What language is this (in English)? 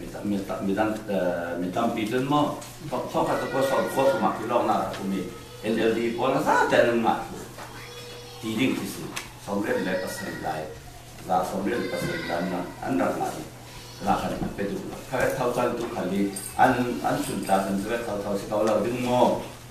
Falam Chin